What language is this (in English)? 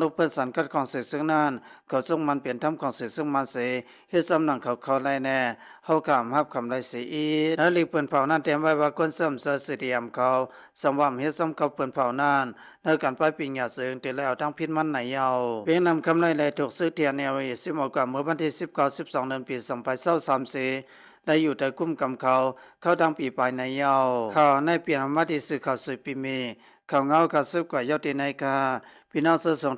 Shan